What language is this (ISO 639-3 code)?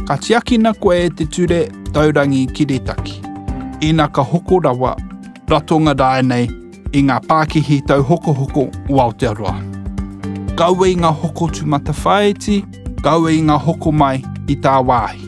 mri